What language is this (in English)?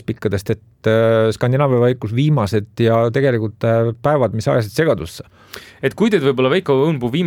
Estonian